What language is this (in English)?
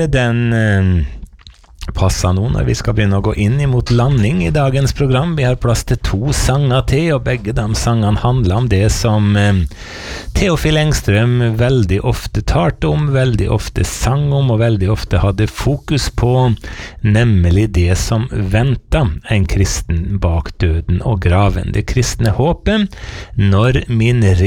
Norwegian